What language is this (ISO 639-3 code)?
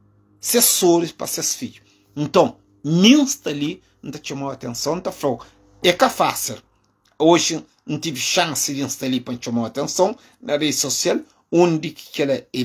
kea